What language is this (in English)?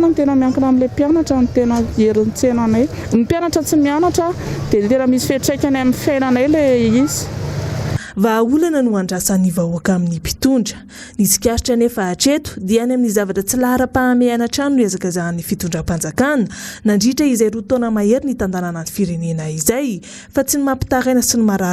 Malagasy